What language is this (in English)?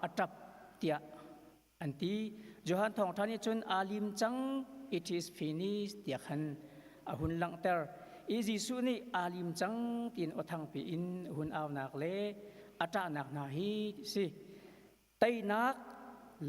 Hakha Chin